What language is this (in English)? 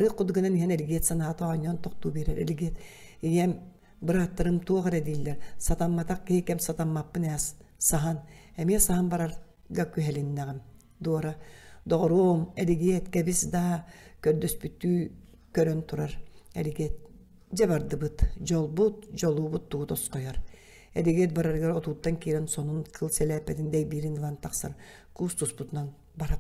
Yakut